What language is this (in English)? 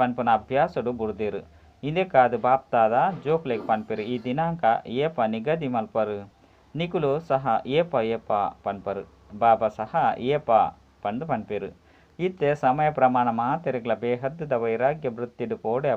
Tulu